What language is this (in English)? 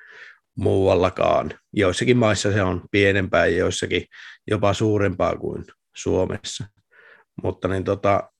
Finnish